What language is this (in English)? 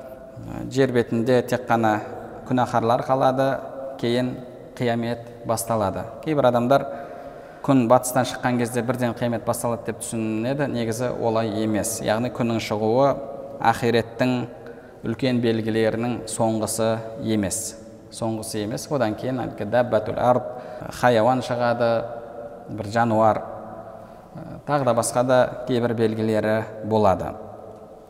Kazakh